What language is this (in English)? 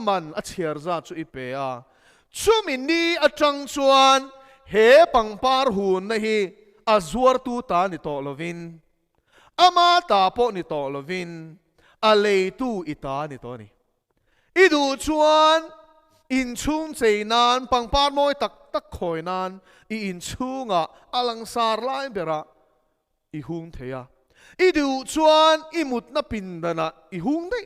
Mizo